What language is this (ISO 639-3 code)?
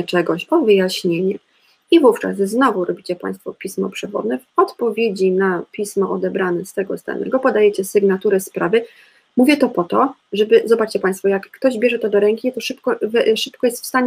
pol